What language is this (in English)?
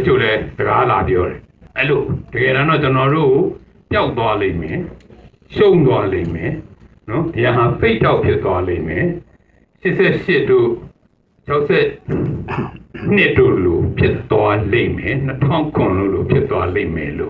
Burmese